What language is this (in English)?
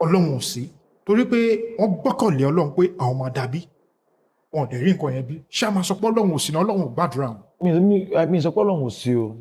Yoruba